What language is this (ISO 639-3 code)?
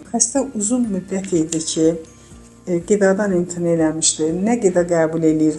aze